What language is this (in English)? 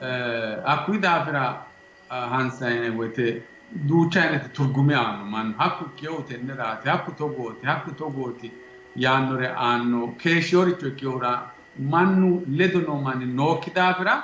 Sidamo